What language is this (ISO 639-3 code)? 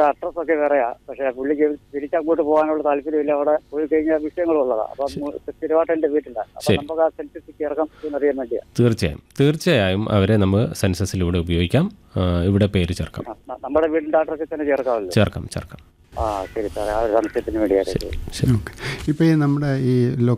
mal